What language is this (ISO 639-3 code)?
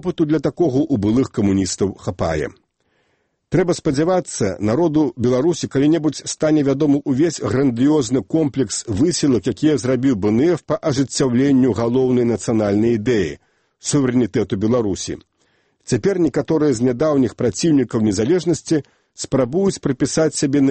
bel